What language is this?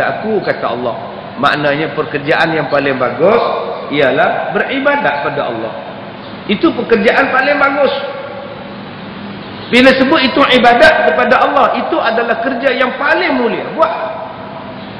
Malay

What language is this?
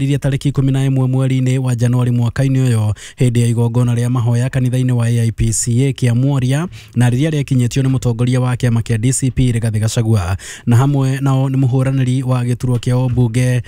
Kikuyu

